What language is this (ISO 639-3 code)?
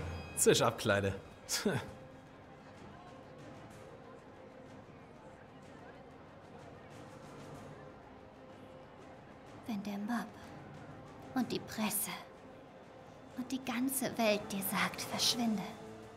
deu